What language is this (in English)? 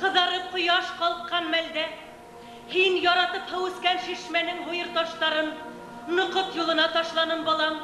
Bashkir